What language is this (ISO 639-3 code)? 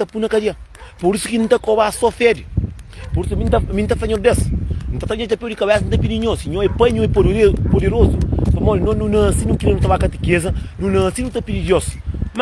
kea